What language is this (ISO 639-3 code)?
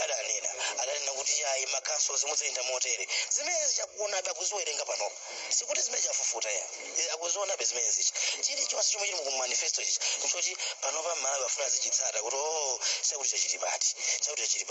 nya